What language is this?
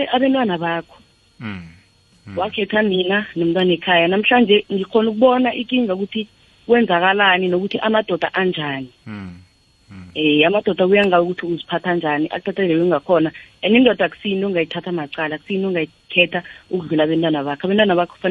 South Ndebele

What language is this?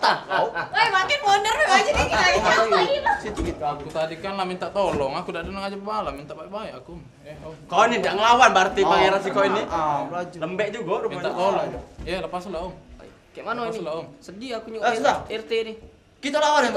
Musi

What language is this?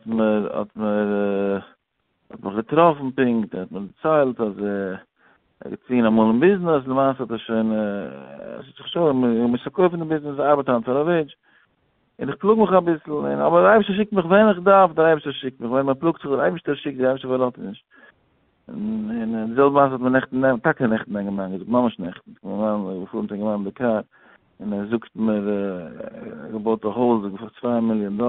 Yiddish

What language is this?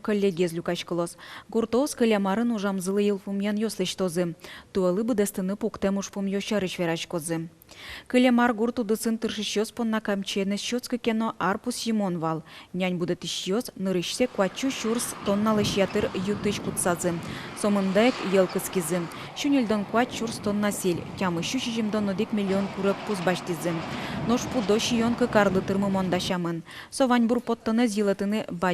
Udmurt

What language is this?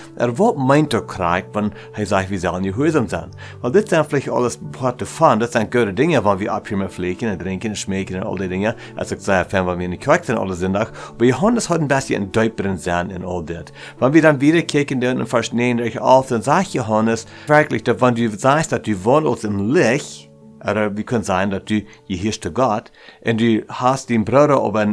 Plautdietsch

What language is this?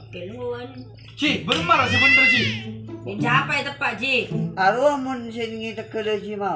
Madurese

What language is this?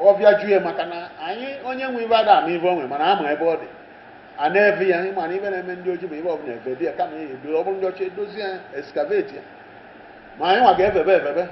Igbo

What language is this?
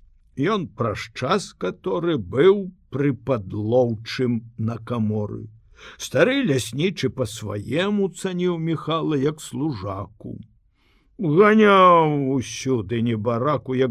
Belarusian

